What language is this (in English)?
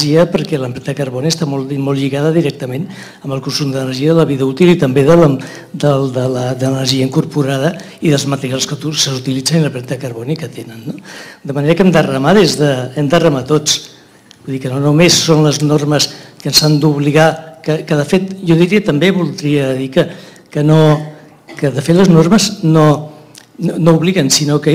Catalan